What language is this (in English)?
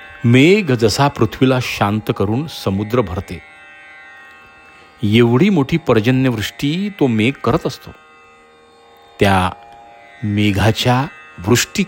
Marathi